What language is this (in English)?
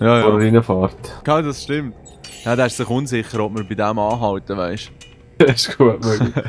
Swiss German